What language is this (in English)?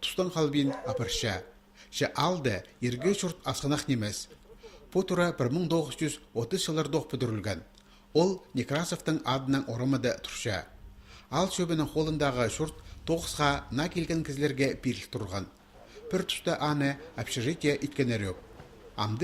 Khakas